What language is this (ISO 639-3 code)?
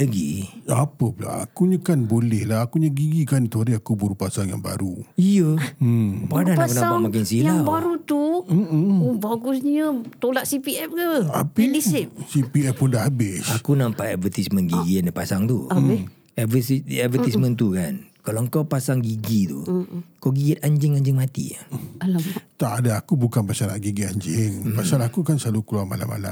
msa